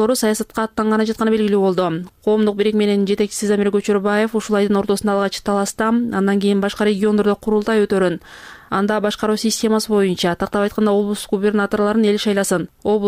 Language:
Kyrgyz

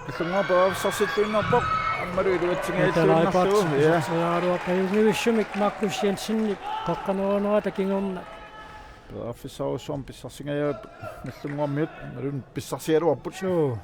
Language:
Kalaallisut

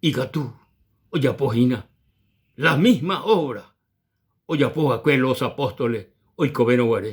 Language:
Guarani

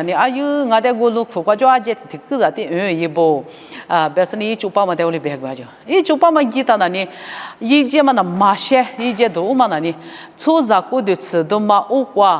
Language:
Lisu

